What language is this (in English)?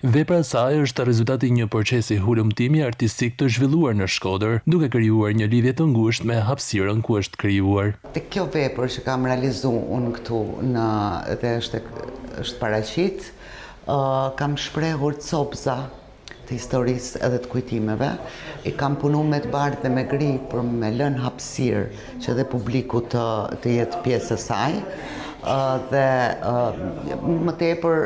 Albanian